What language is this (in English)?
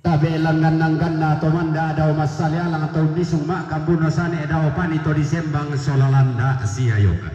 Toraja-Sa'dan